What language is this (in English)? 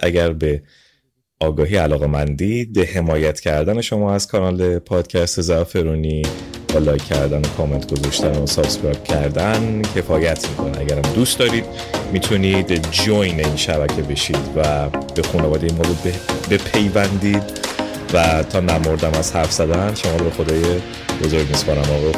Persian